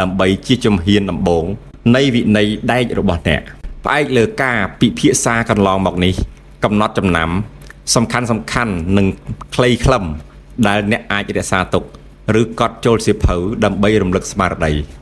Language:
Khmer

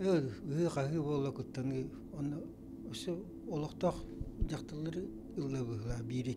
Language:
Yakut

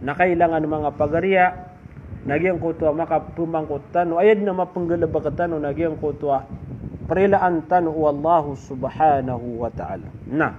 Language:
Maranao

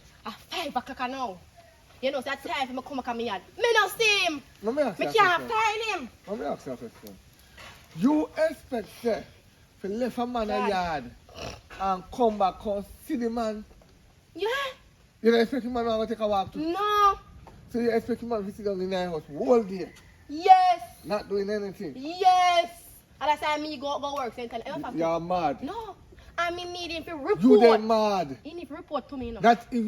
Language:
Jamaican Creole English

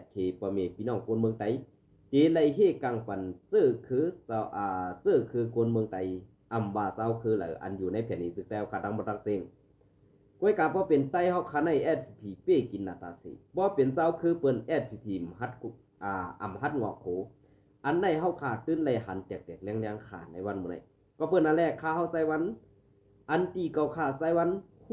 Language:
Shan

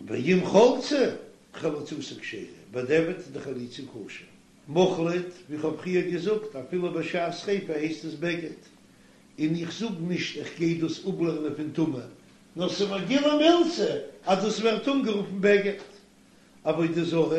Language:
Yiddish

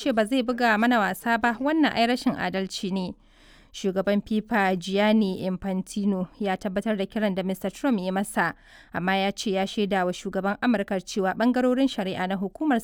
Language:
Hausa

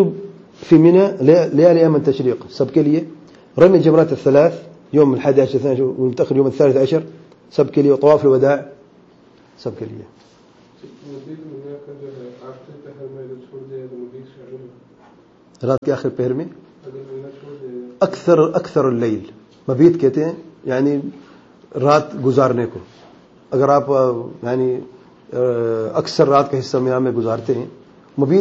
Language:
Urdu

